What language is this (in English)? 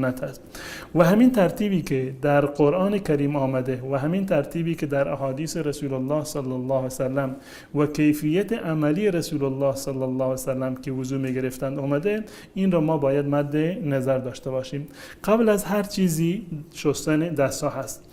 Persian